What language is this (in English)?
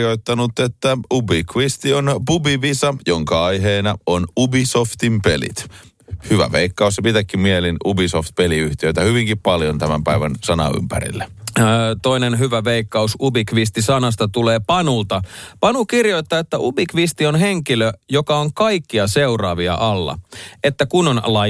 Finnish